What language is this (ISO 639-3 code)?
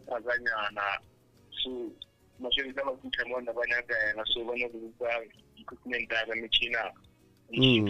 nso